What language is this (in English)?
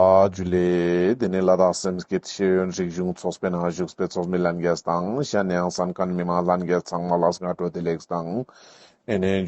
Ladakhi